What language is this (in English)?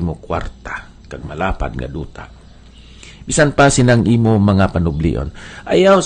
Hiligaynon